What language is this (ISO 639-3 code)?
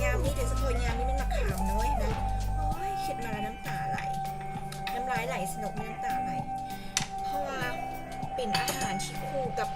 lao